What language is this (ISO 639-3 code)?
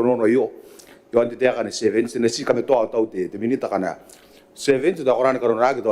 gil